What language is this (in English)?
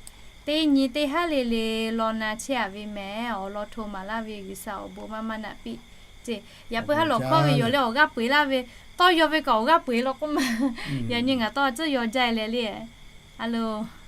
Lahu